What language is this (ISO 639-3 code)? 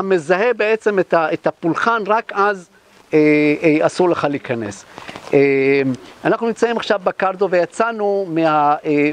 heb